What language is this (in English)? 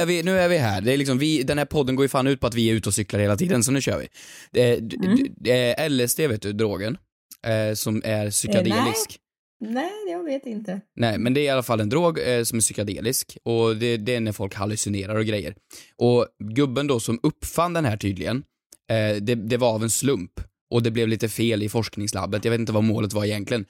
Swedish